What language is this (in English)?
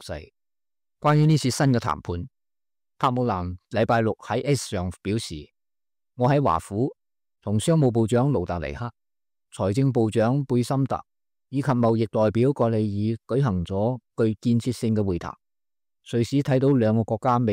Cantonese